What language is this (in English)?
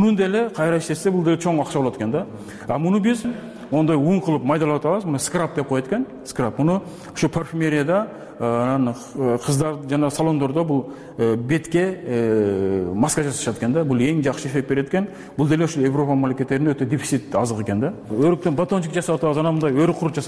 Kyrgyz